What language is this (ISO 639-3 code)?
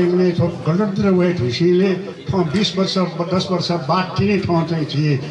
new